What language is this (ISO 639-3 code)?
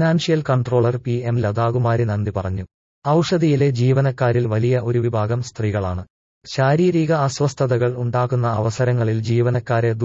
mal